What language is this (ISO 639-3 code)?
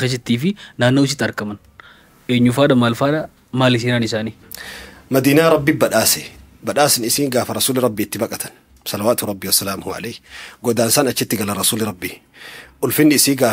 orm